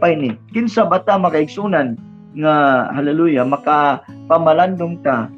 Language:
Cebuano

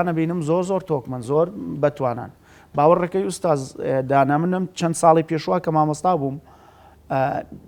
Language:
Central Kurdish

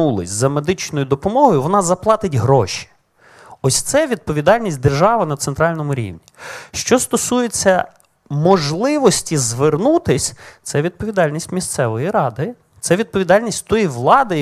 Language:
Ukrainian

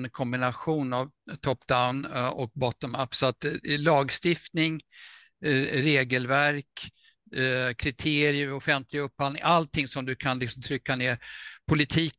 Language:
Swedish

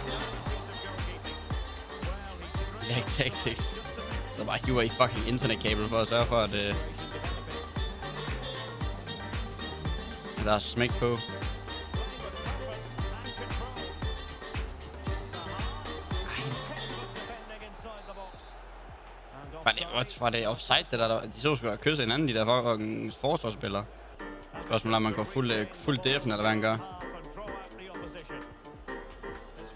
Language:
Danish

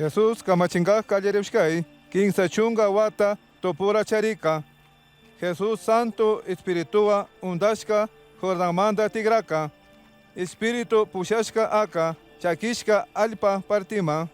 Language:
Chimborazo Highland Quichua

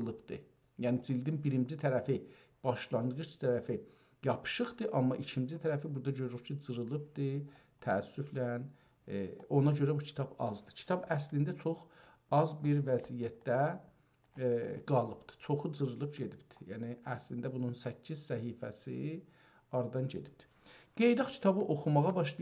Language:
South Azerbaijani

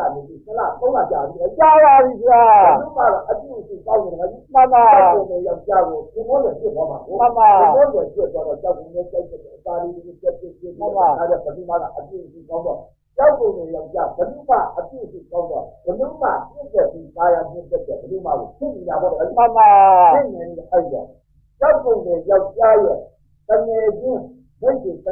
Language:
Burmese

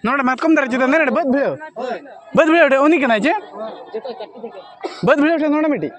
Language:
Santali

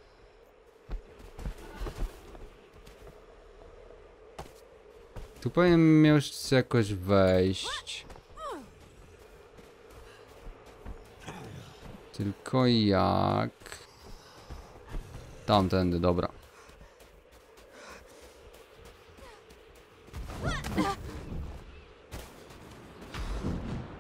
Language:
Polish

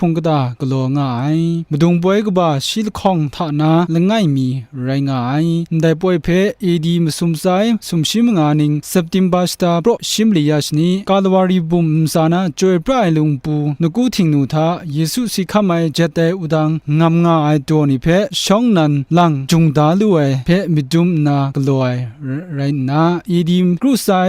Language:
Kachin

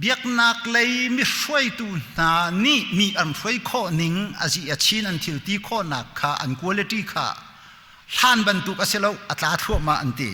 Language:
Hakha Chin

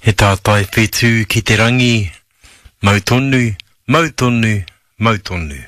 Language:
Māori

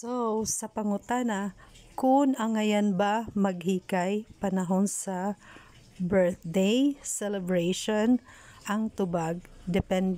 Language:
Cebuano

